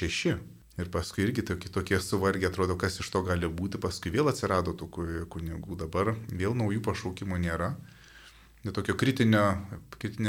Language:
Lithuanian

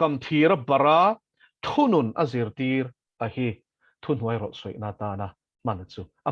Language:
Mizo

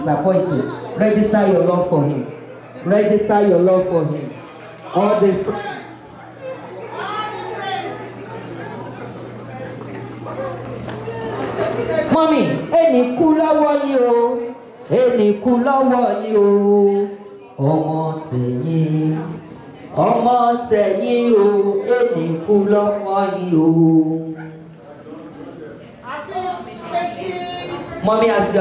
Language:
English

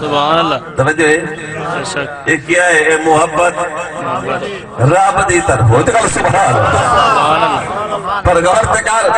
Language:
Saraiki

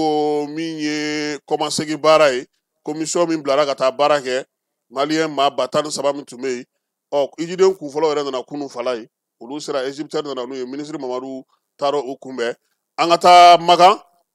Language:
Bambara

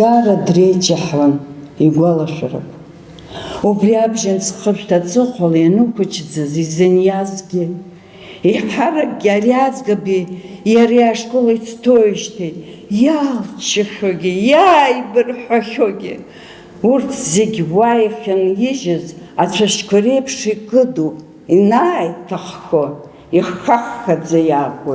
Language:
Abkhazian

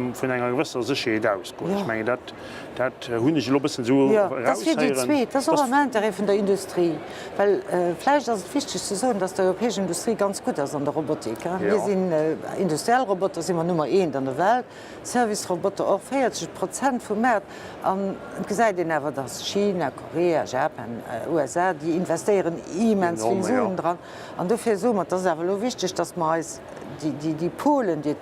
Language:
Luxembourgish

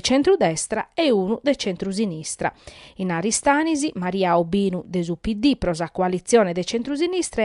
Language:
Sardinian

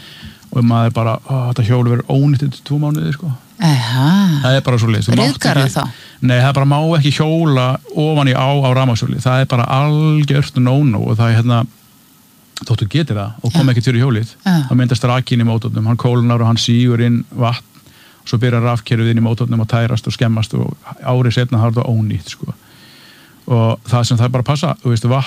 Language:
Icelandic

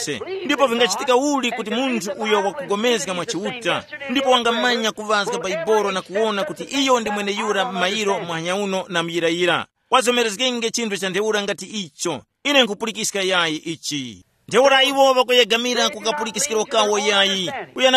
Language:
Tumbuka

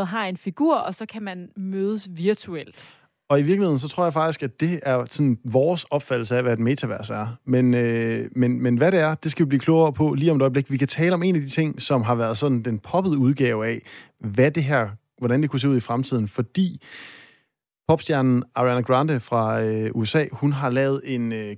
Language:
Danish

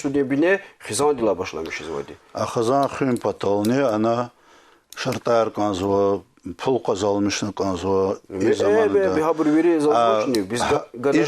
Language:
Lezghian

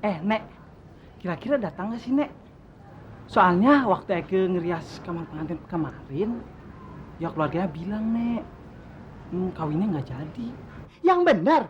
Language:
Betawi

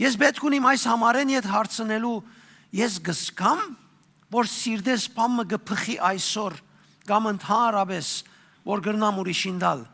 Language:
Western Armenian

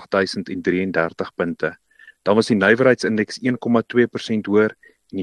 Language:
Afrikaans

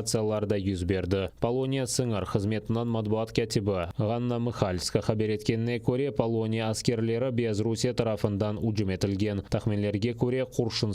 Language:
Crimean Tatar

